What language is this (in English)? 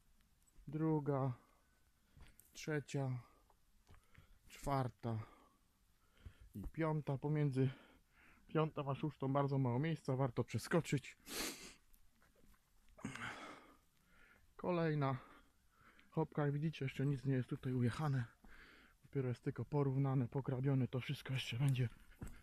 Polish